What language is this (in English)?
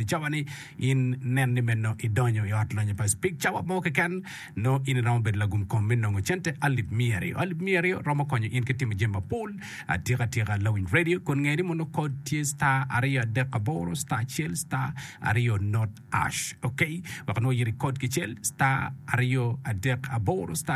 Acoli